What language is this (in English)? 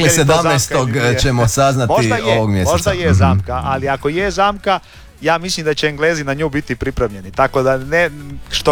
Croatian